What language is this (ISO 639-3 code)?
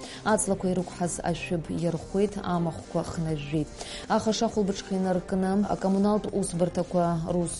abk